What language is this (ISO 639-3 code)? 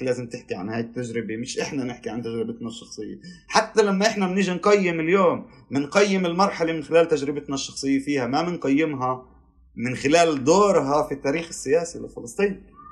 apc